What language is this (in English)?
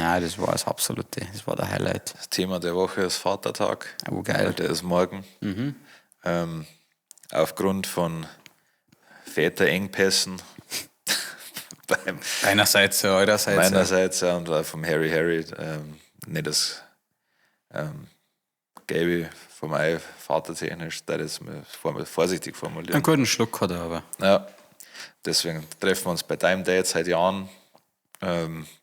Bavarian